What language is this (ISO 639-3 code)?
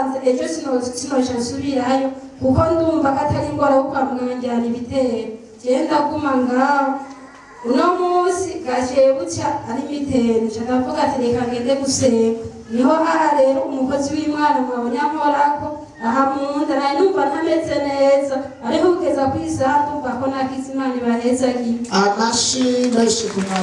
run